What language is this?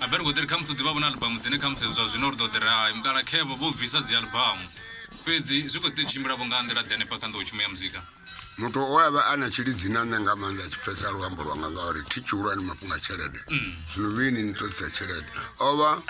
Venda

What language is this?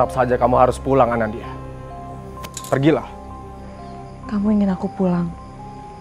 Indonesian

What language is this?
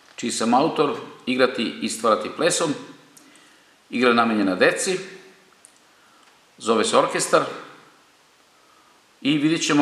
Serbian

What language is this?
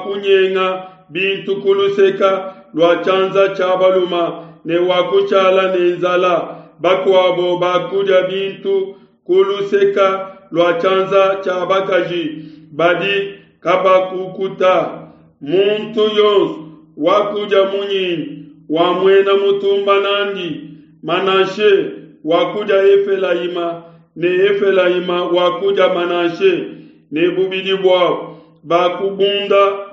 Luba-Lulua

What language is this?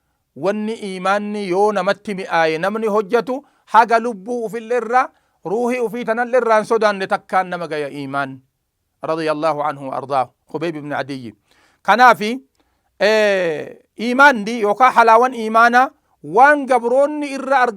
Oromo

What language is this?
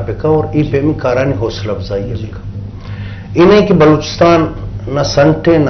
Eastern Balochi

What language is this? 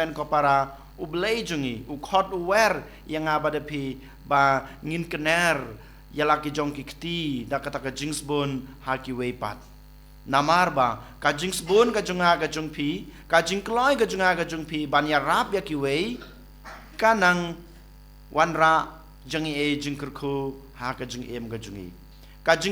Khasi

